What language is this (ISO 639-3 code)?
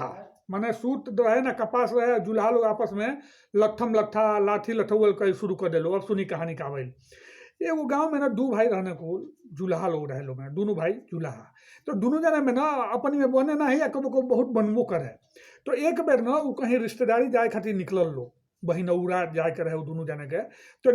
bho